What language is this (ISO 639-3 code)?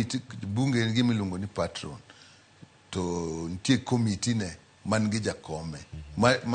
luo